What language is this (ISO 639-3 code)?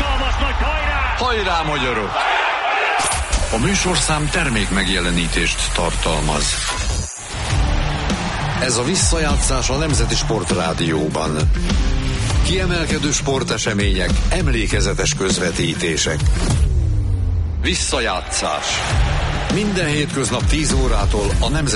hun